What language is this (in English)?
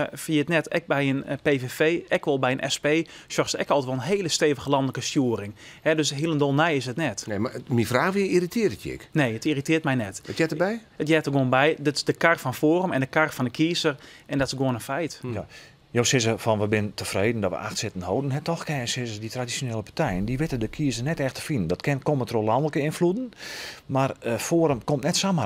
Western Frisian